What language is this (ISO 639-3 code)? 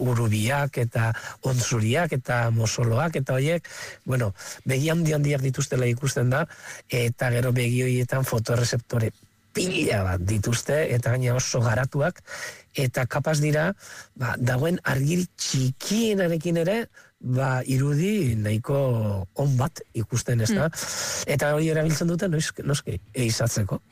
eus